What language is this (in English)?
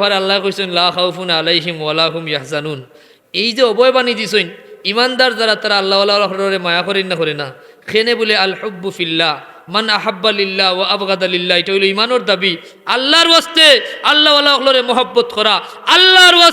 Sylheti